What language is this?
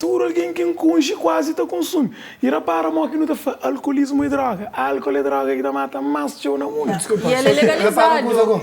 Kabuverdianu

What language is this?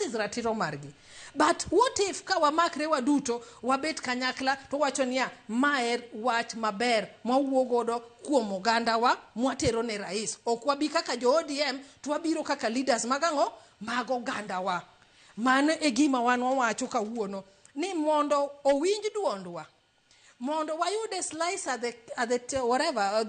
Luo (Kenya and Tanzania)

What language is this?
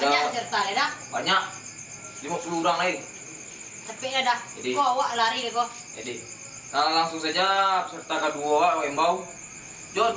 Minangkabau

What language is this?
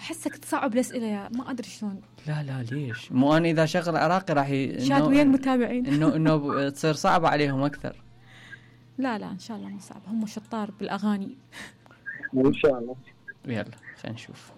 Mesopotamian Arabic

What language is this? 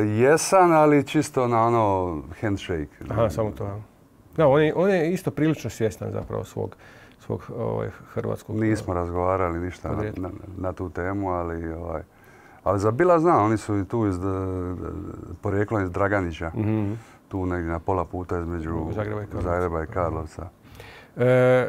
Croatian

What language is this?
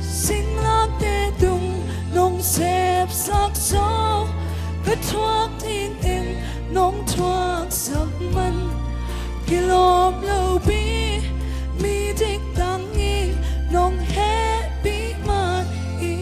Tedim Chin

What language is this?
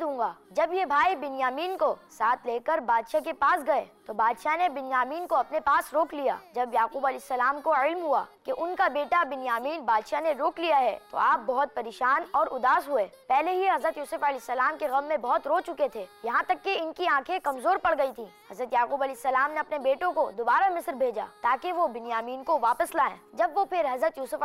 Urdu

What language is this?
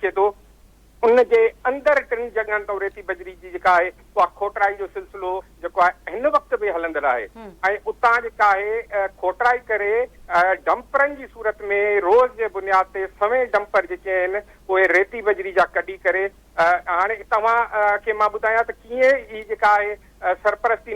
Sindhi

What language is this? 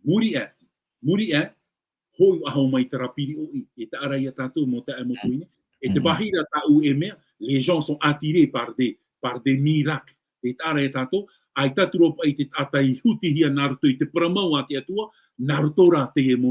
Tahitian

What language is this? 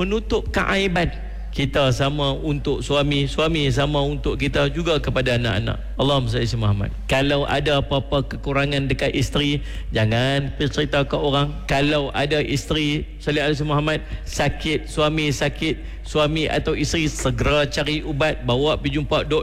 Malay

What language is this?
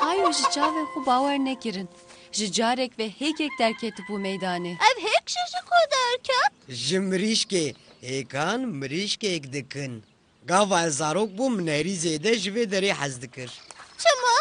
Kurdish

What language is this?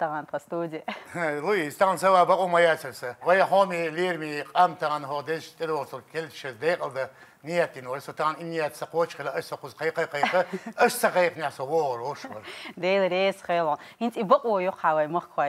Chechen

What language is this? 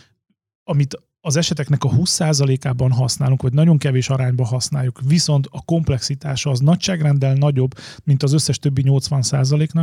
Hungarian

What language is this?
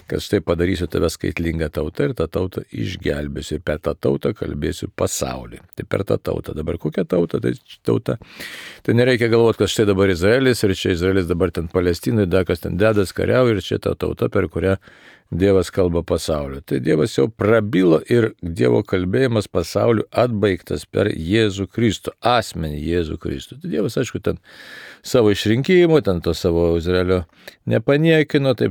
Lithuanian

